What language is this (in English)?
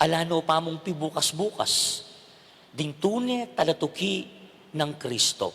Pampanga